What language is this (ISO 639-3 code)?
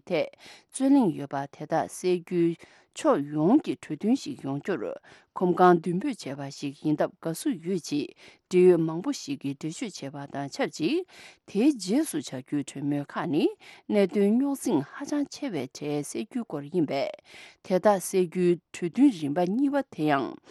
bod